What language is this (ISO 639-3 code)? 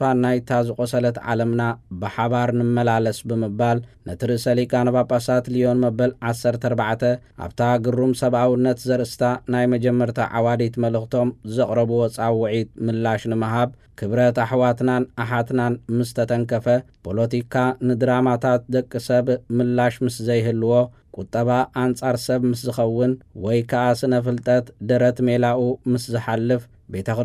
tir